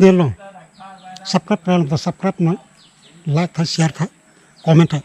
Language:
Karbi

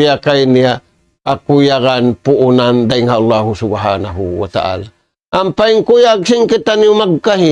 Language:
Tausug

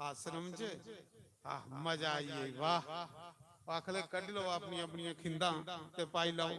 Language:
Dogri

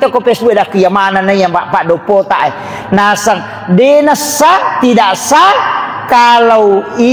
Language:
Buginese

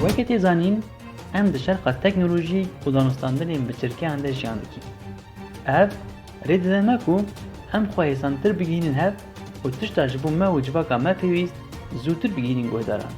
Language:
Kurdish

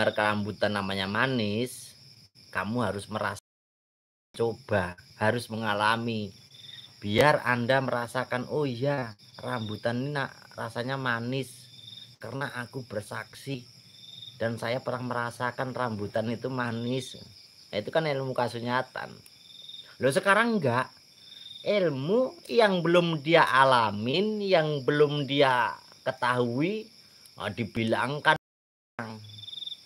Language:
Indonesian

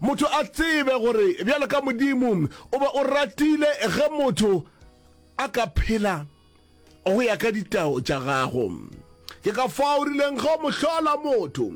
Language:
Northern Sotho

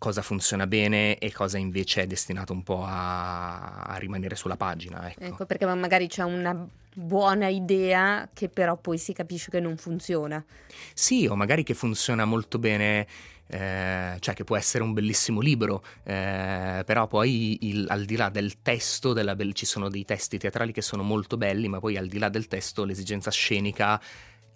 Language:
Italian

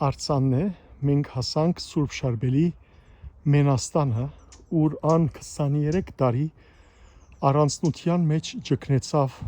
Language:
Western Armenian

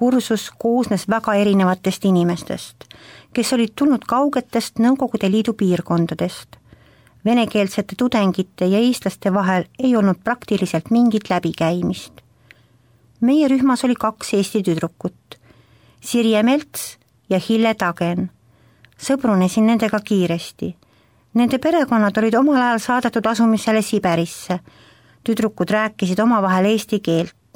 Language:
Estonian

